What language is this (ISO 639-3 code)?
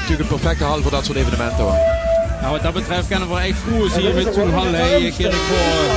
lim